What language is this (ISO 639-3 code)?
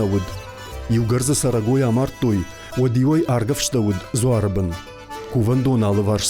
oss